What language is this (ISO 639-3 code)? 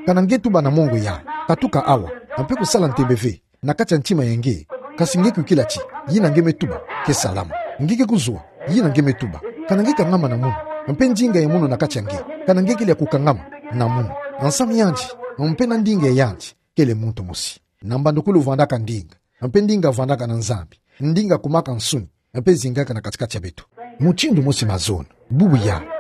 ktu